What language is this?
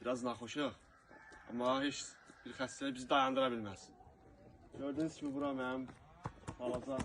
Azerbaijani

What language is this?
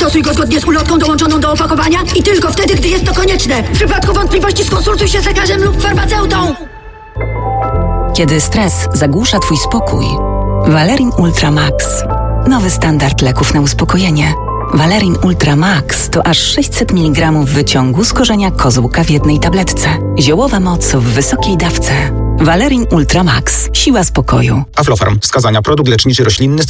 Polish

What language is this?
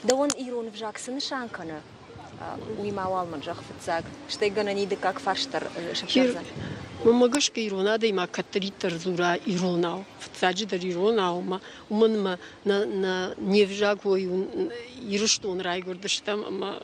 Ossetic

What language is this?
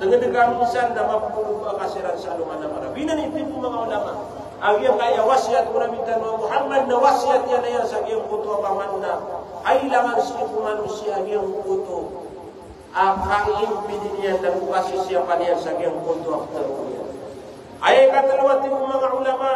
Maranao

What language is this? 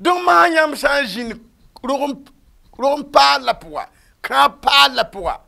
Mossi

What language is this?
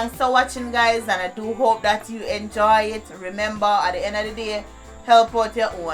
Jamaican Creole English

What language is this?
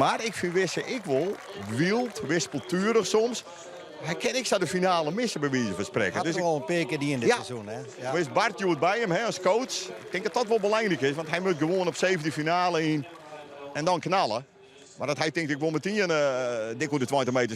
Western Frisian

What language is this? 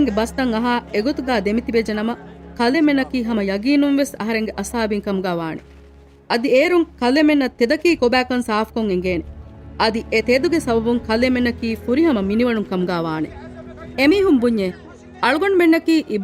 Divehi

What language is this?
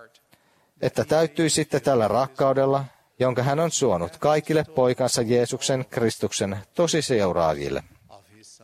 Finnish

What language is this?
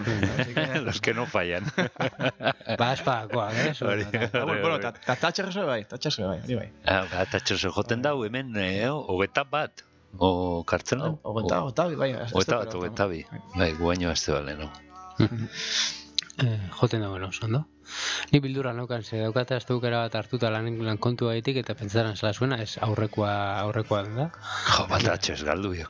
Basque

